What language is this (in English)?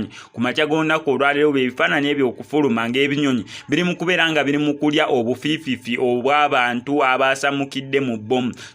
Ganda